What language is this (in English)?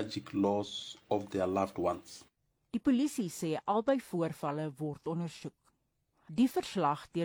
Afrikaans